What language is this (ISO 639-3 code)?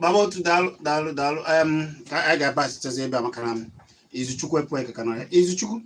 ibo